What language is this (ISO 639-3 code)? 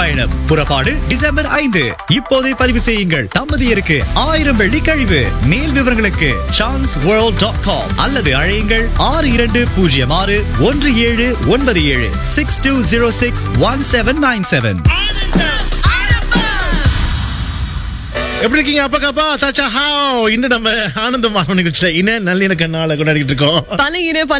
tam